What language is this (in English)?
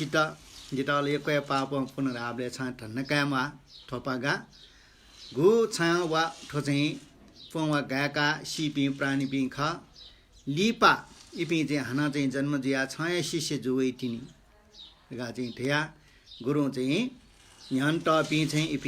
Newari